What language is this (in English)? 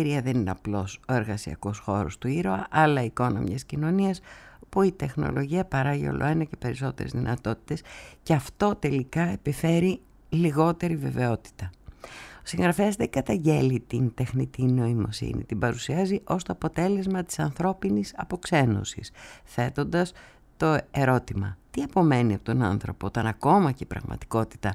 Greek